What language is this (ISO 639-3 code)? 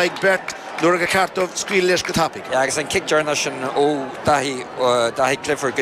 gle